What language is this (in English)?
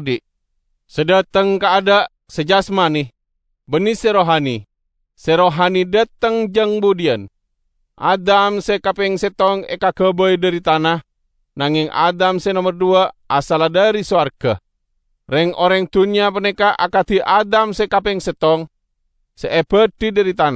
Madurese